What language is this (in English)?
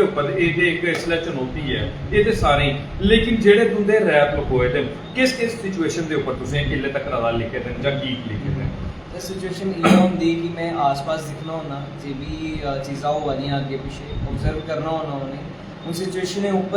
Dogri